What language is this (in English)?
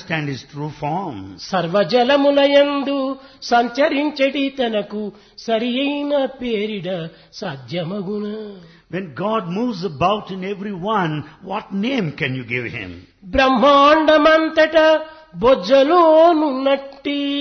Telugu